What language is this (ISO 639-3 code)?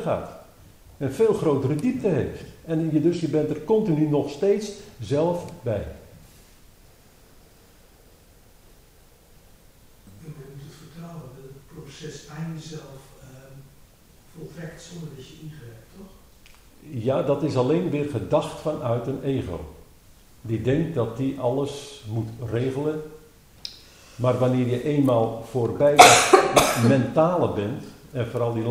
nld